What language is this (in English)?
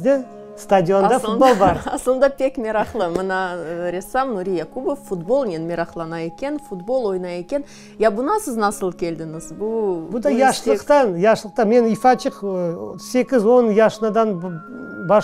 Crimean Tatar